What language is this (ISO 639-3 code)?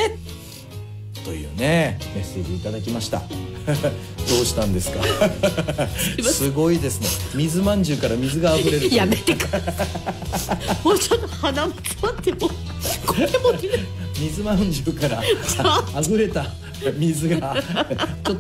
jpn